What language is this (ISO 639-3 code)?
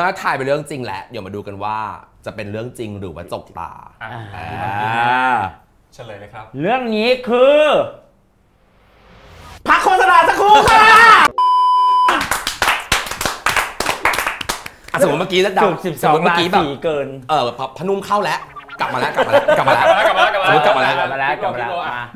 tha